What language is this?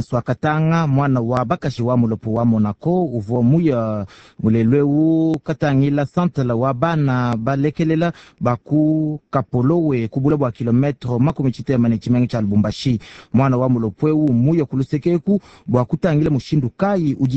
Luba-Lulua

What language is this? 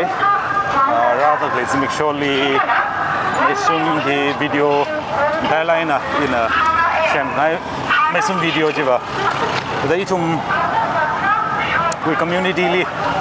Tangkhul Naga (India)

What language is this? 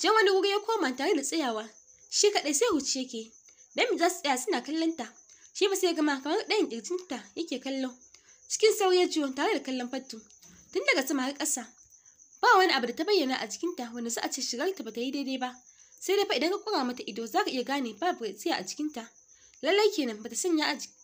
Hausa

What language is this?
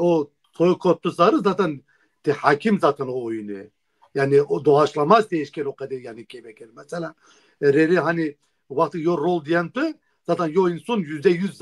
Zaza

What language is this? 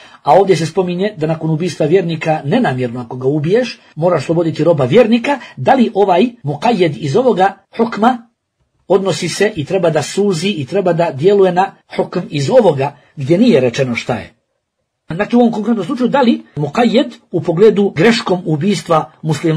Bosnian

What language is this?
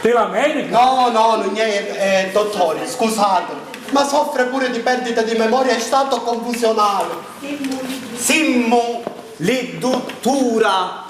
Sicilian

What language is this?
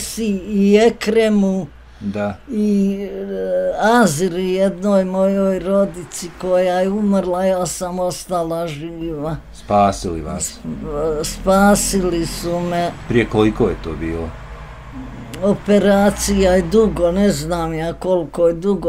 Bosnian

